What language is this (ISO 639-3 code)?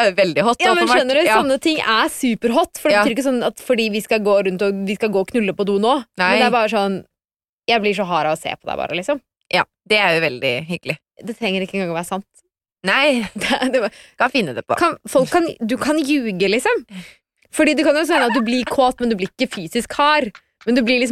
nor